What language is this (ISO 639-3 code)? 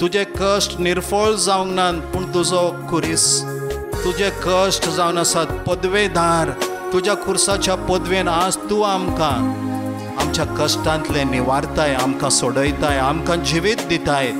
kok